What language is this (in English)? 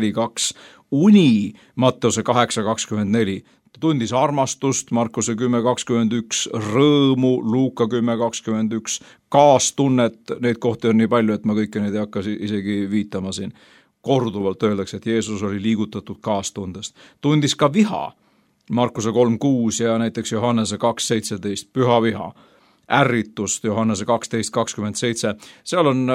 Estonian